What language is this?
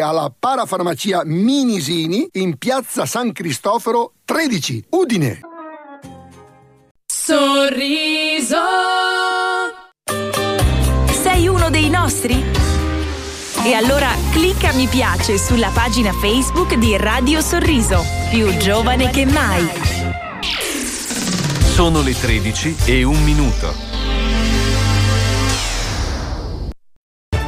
Italian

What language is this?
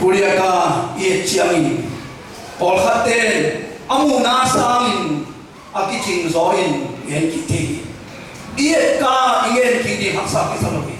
Tedim Chin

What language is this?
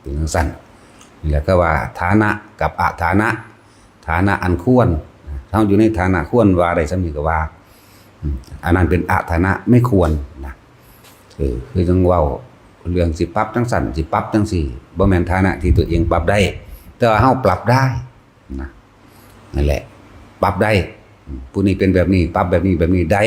Northeastern Thai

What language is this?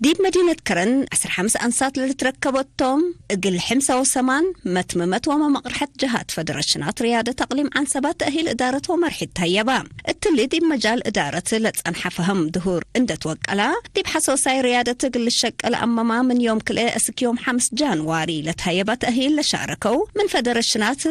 Tigre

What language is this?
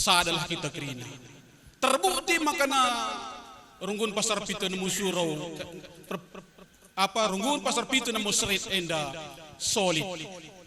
Batak Karo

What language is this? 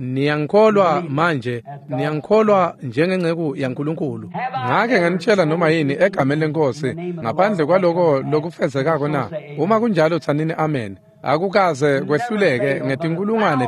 Swati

